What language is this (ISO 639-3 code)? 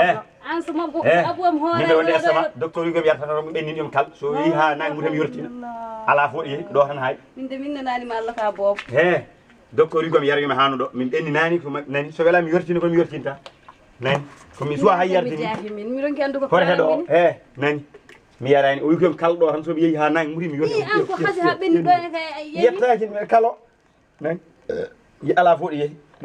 ful